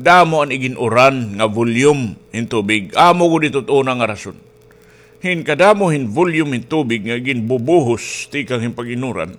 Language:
Waray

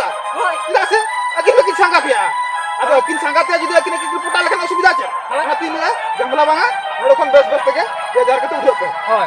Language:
Santali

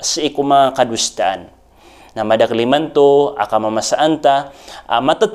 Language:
Maranao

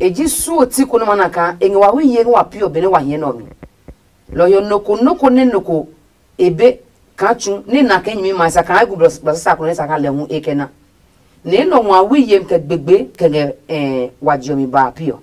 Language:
Adangme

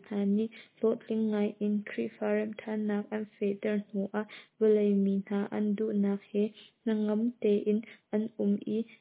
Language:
Hakha Chin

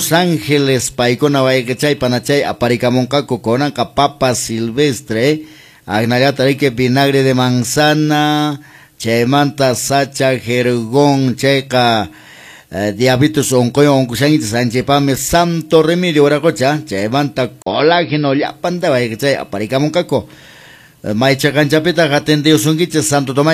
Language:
Quechua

